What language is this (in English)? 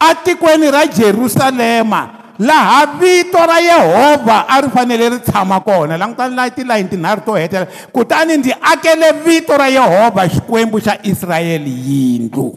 Tsonga